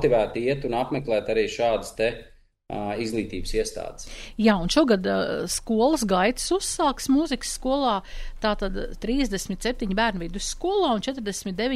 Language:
Latvian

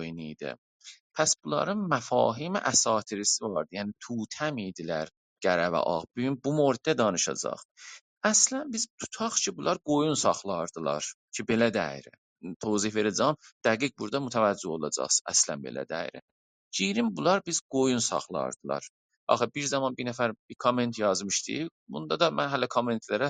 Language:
South Azerbaijani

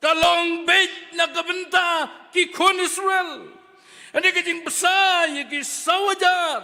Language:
Khasi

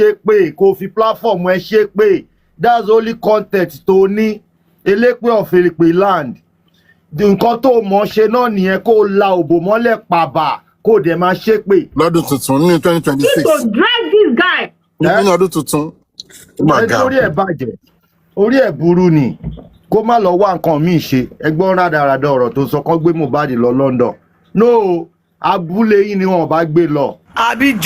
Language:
Yoruba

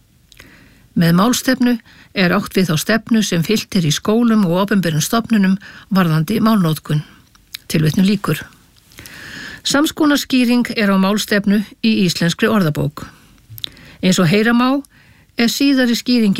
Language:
Icelandic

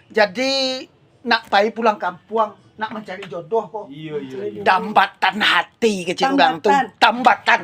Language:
Minangkabau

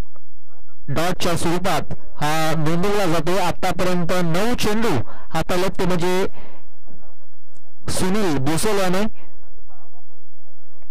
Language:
Marathi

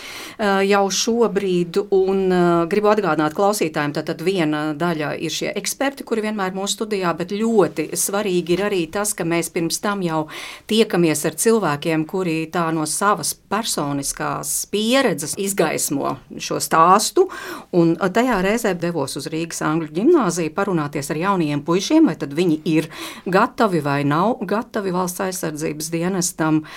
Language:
Latvian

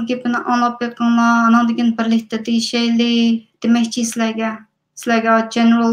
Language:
Uyghur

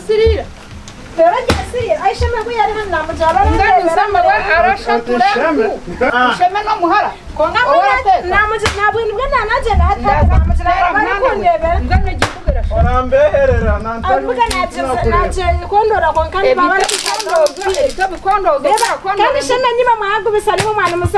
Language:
Nyankole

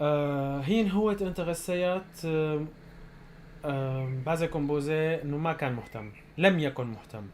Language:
North Levantine Arabic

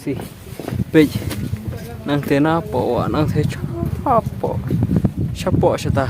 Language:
Khasi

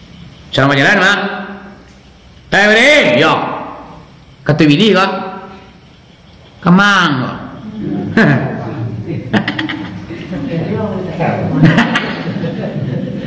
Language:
Minangkabau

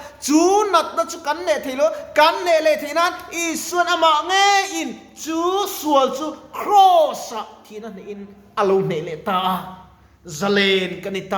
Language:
Mizo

